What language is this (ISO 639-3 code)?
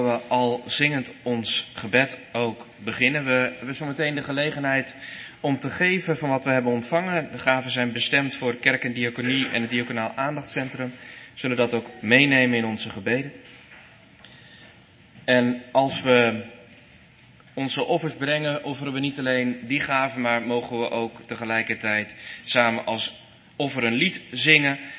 nld